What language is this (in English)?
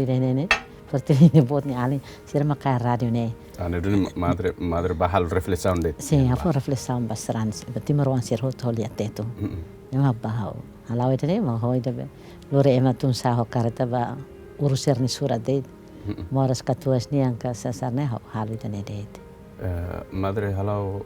Tetum